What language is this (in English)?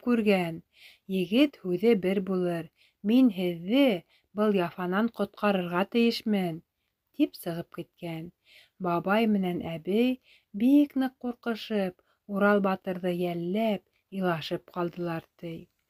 Bashkir